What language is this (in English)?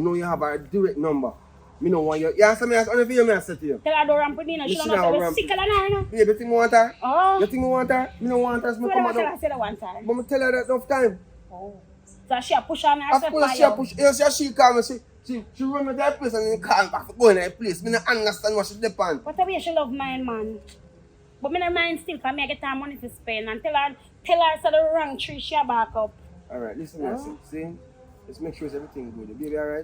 Jamaican Creole English